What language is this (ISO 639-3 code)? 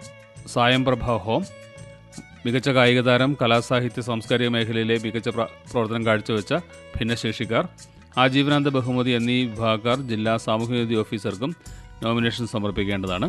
mal